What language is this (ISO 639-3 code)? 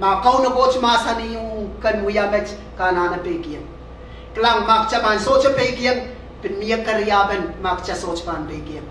pon